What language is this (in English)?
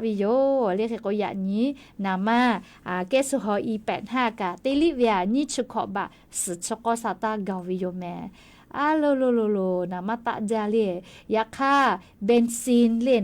Lahu